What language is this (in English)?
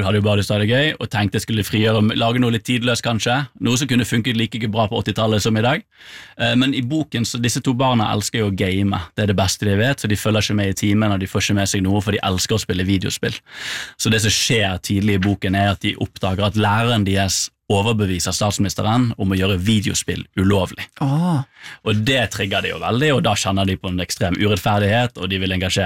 Norwegian